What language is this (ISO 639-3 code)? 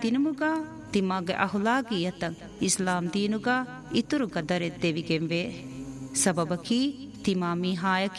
div